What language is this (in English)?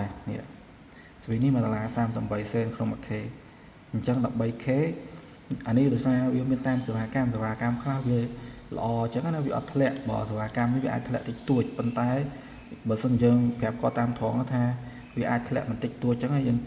Khmer